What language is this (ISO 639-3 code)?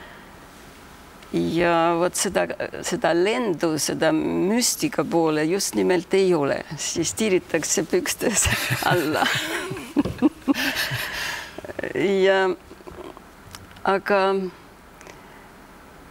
est